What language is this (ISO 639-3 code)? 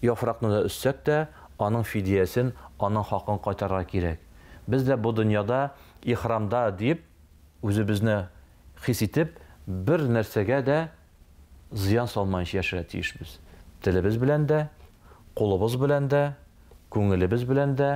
tat